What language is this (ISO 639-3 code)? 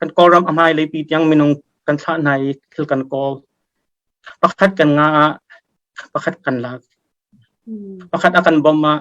cnh